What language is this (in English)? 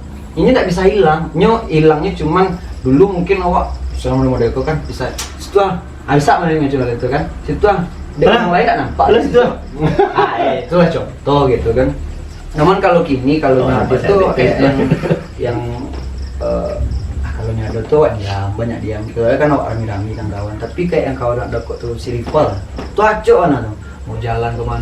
Minangkabau